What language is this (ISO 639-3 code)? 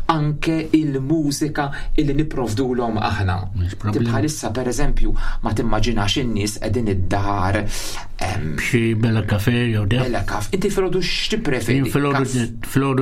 mlt